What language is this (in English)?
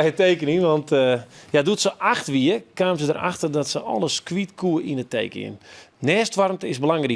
Western Frisian